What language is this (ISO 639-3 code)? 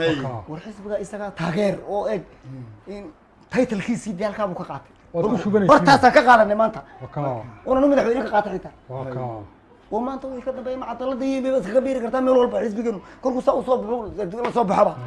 som